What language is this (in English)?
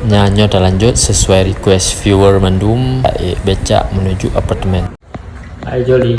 Achinese